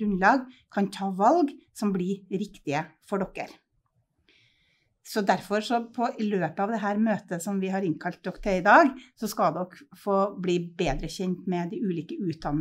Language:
Norwegian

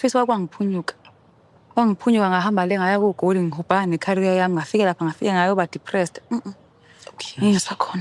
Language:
Zulu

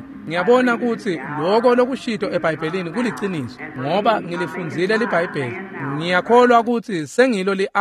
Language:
Swati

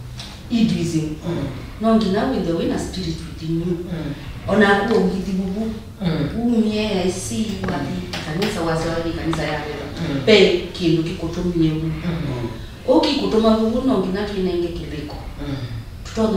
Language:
Kamba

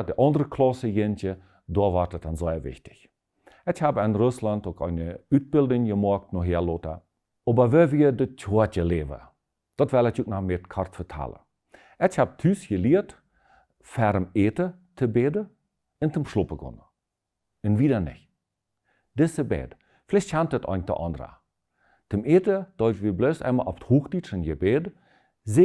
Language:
Plautdietsch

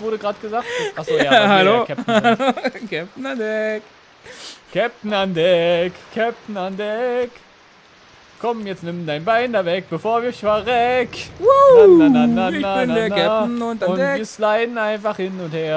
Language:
German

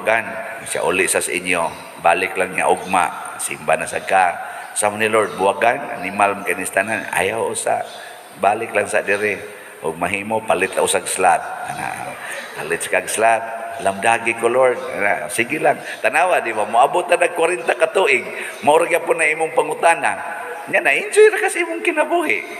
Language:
Cebuano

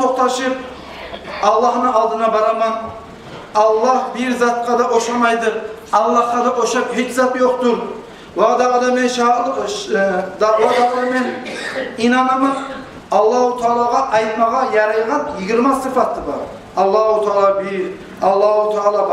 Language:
Kumyk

